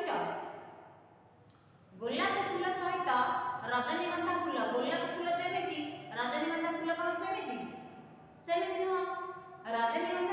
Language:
Odia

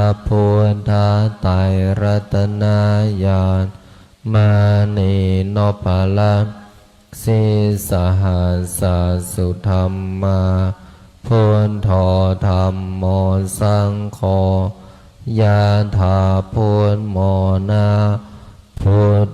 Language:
Pali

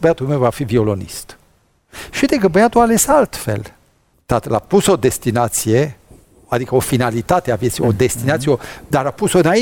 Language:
Romanian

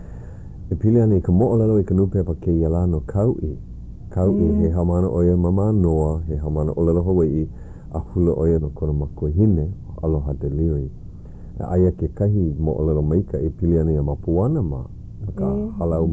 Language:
Hawaiian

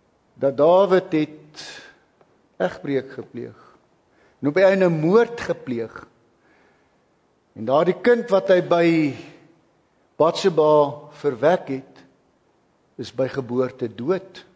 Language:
Afrikaans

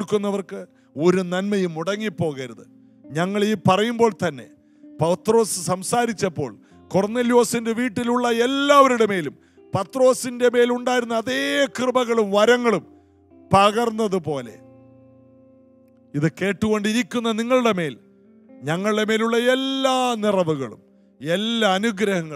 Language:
Malayalam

